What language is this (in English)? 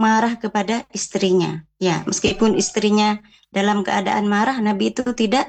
Indonesian